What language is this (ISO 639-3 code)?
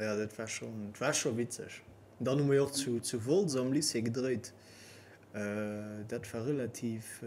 ltz